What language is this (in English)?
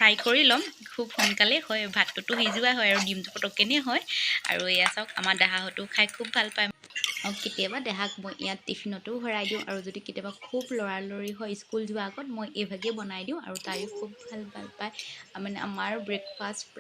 Assamese